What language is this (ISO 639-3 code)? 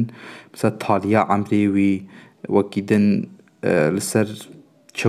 kur